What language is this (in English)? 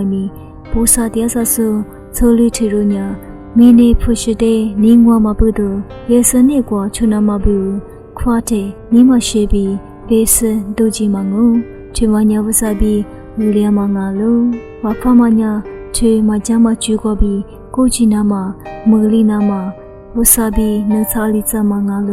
Lisu